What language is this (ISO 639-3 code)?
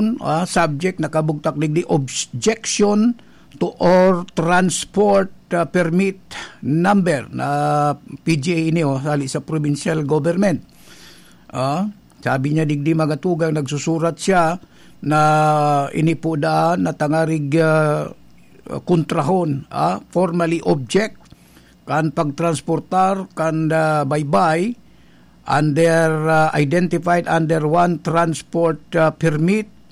bik